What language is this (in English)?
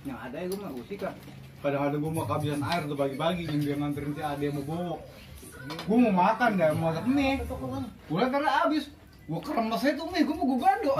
Betawi